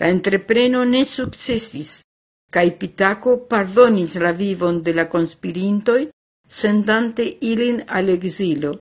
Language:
Esperanto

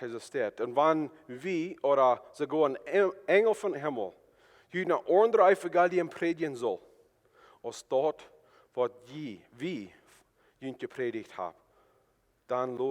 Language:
Plautdietsch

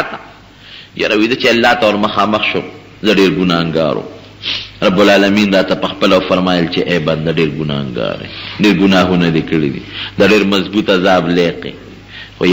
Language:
Pashto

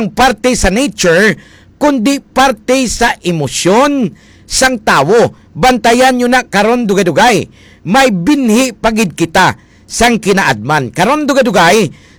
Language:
Hiligaynon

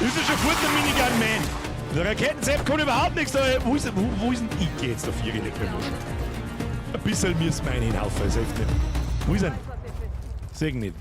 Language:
Bavarian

